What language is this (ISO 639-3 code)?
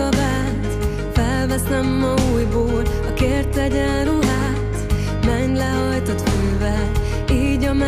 hun